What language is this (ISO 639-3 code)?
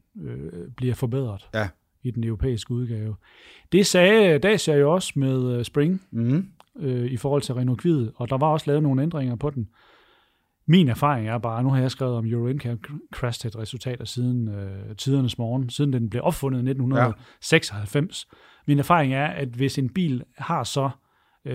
dan